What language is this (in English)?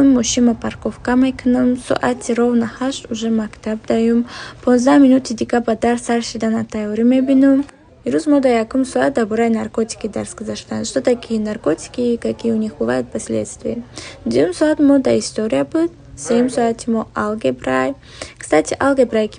Tajik